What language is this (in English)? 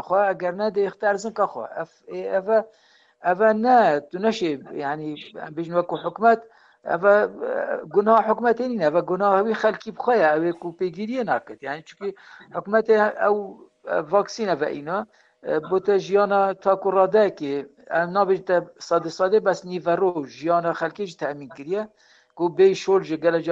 Kurdish